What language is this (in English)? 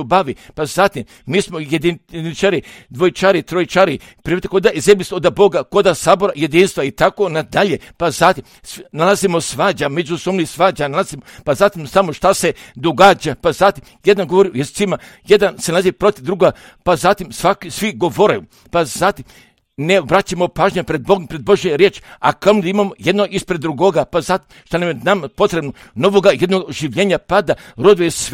Croatian